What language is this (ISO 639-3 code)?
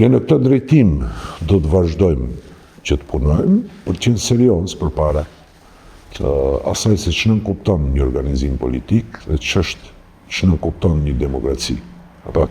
sqi